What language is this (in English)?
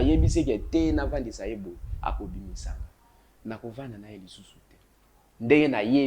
Lingala